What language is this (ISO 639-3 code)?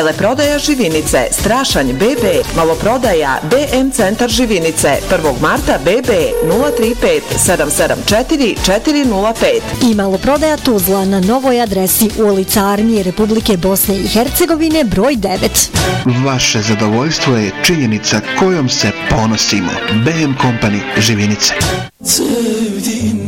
bos